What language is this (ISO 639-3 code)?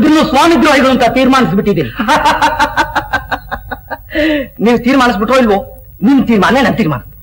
kan